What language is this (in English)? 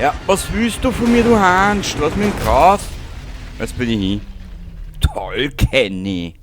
Bavarian